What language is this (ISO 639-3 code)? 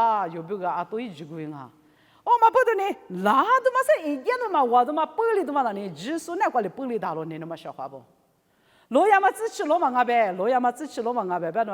lis